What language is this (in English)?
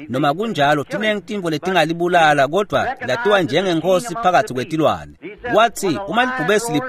Swati